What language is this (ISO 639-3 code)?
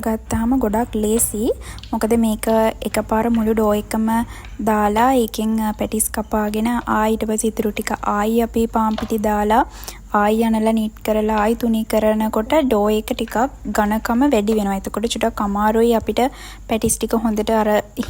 sin